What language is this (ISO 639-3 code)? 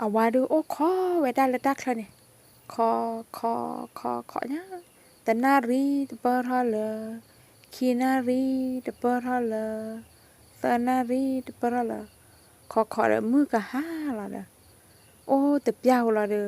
ksw